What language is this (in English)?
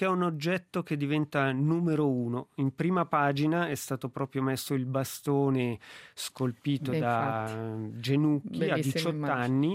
Italian